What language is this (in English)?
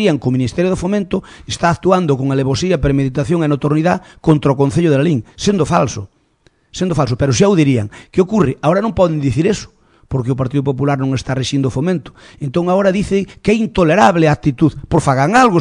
Galician